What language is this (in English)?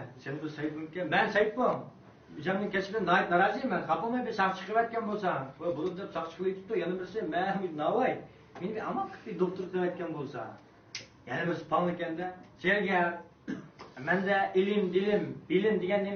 Uyghur